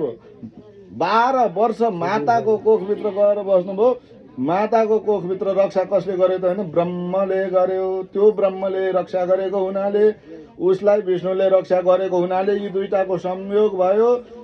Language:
Nepali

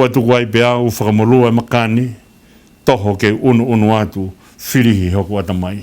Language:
Tongan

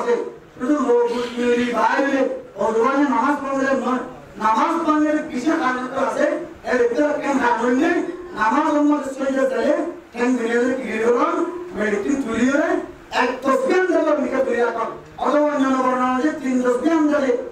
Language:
Rohingya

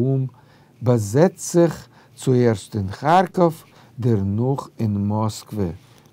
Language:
Yiddish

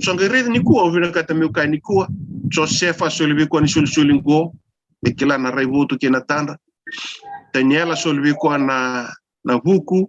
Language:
Fijian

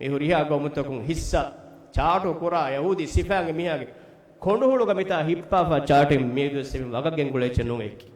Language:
Divehi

